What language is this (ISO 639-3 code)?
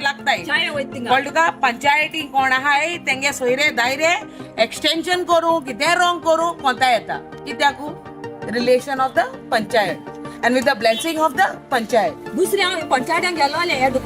kok